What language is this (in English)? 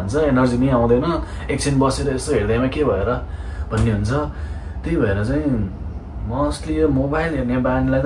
Nepali